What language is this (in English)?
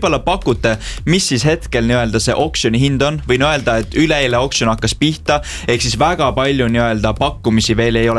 Estonian